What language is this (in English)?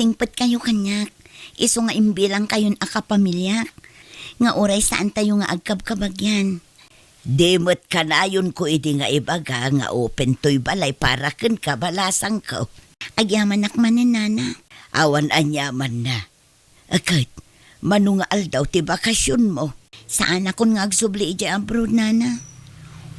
Iloko